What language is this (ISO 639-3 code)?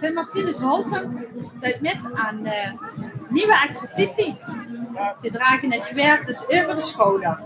lim